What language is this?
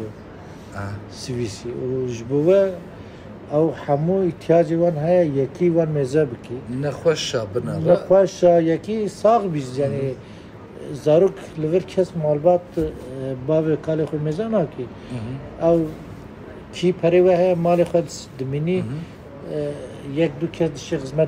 Kurdish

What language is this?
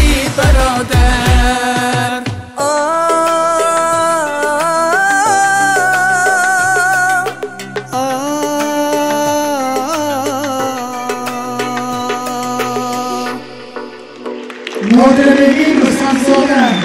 Persian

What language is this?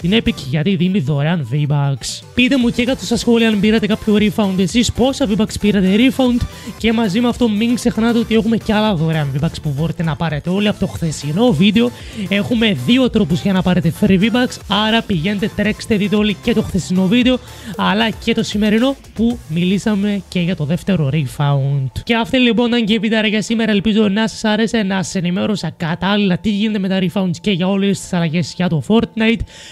Greek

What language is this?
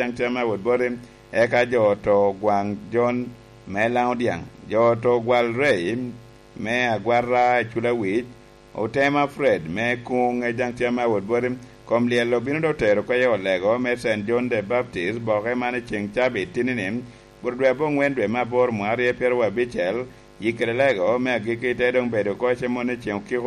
Lango (Uganda)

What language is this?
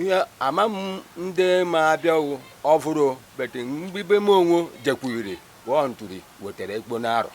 Igbo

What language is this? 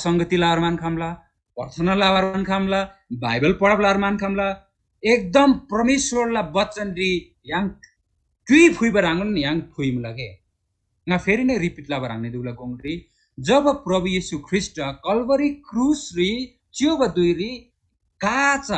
Eastern Tamang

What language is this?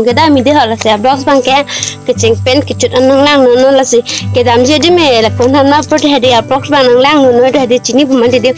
Karbi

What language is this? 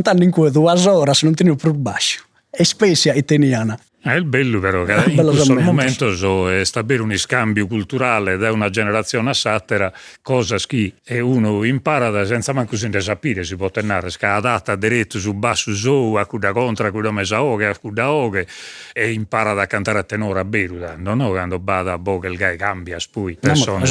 Sardinian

